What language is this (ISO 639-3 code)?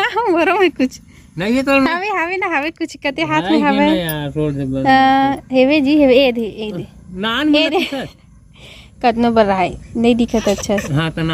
hne